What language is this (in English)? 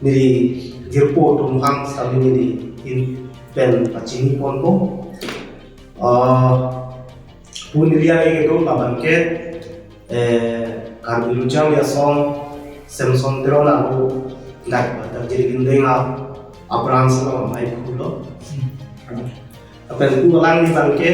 Karbi